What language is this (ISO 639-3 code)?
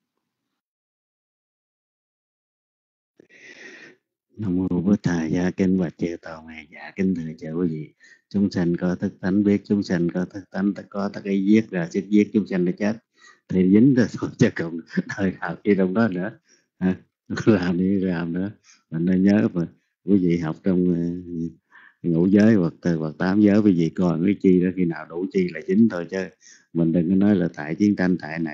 vie